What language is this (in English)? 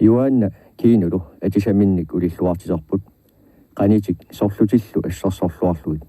Kalaallisut